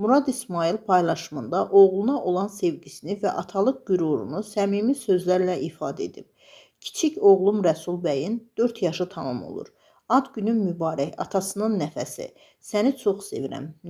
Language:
Azerbaijani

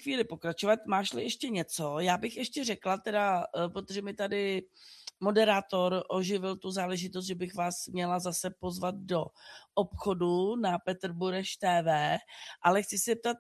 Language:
Czech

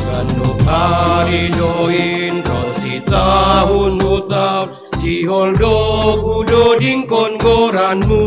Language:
Batak Simalungun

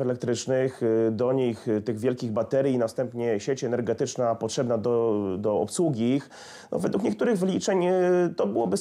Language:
Polish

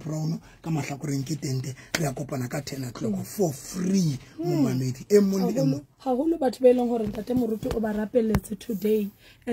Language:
Southern Sotho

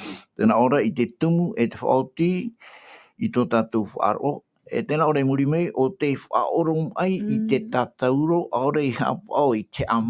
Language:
Tahitian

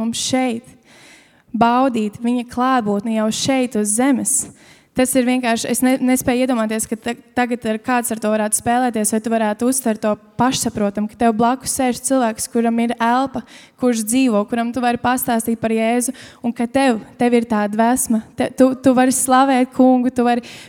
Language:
Latvian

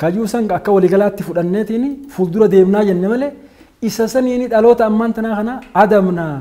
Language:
Oromo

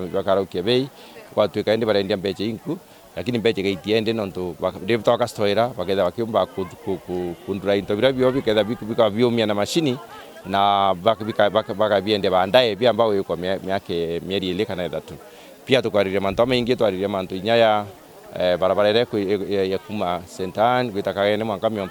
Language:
Meru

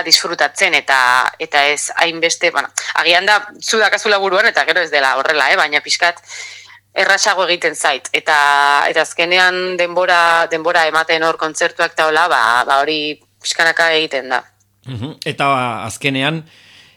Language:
Basque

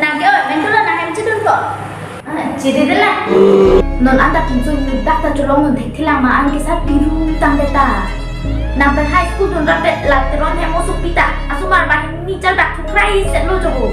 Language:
Karbi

